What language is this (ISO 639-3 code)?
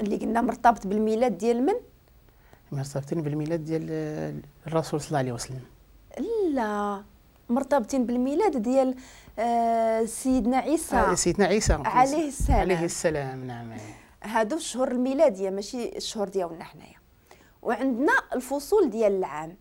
ary